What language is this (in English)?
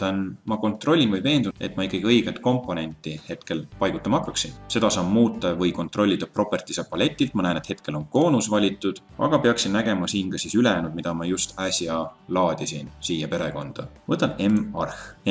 Estonian